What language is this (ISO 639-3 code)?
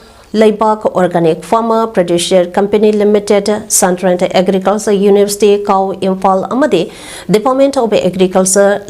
mni